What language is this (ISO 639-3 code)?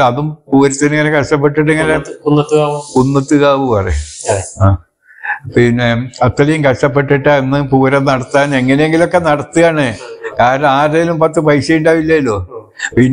mal